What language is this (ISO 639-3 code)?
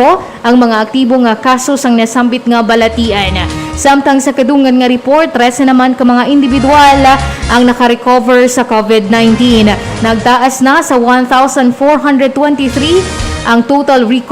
hil